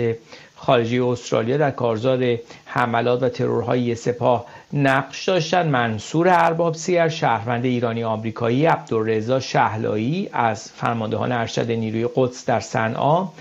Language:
Persian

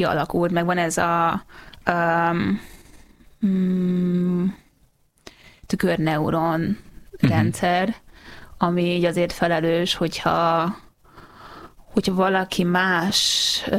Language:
Hungarian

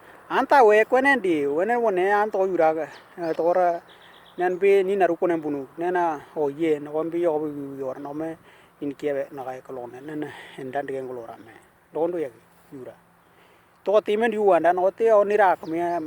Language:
Western Dani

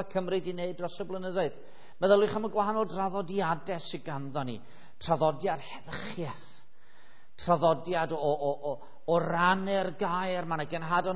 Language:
Welsh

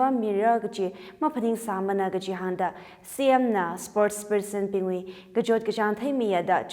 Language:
Tangkhul Naga (India)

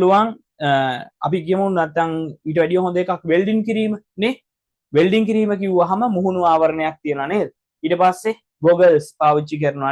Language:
Sinhala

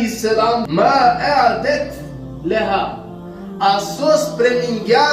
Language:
Balkan Romani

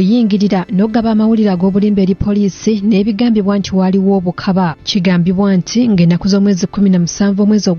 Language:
Ganda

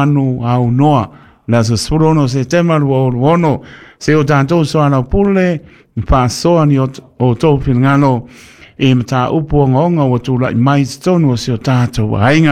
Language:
Samoan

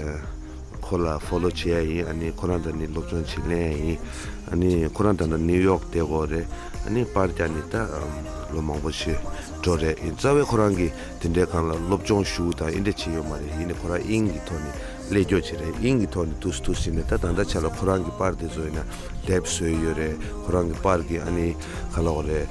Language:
Tibetan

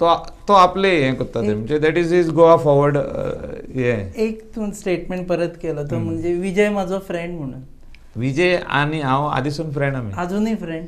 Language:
Konkani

